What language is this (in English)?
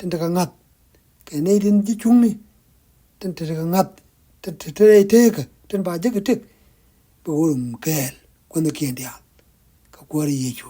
Nuer